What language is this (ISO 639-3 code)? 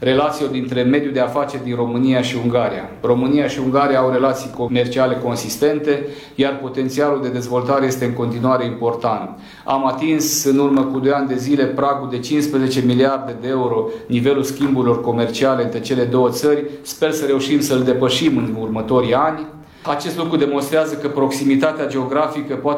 ron